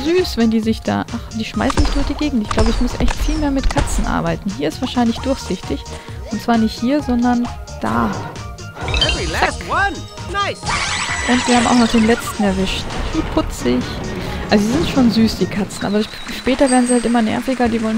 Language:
German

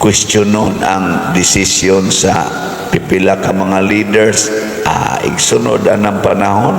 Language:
Cebuano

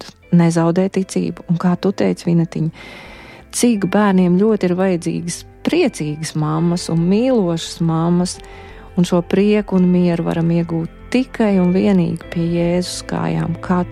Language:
Latvian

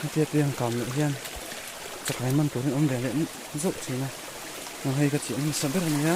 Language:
Mizo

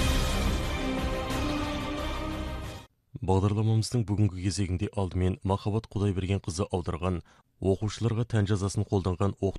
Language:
Kazakh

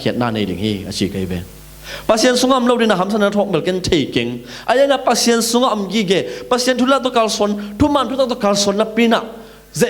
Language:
Tedim Chin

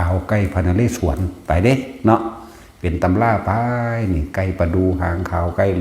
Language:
Northeastern Thai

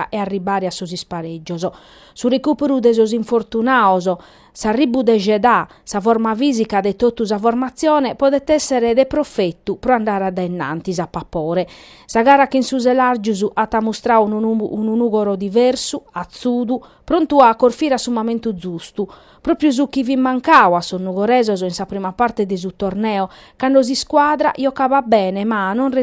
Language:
Sardinian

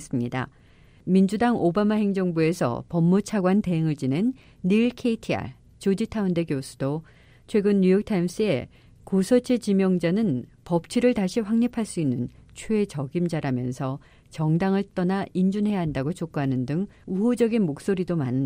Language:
Korean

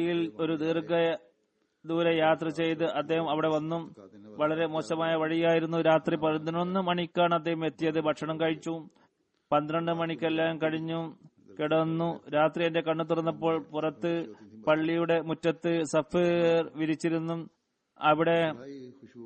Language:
Malayalam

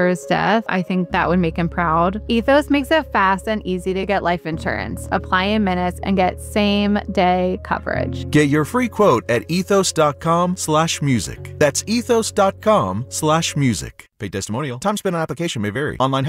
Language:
English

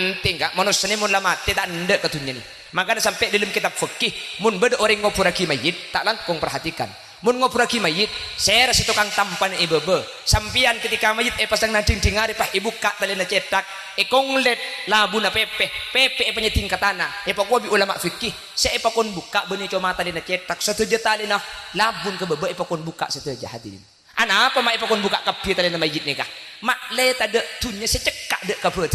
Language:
Madurese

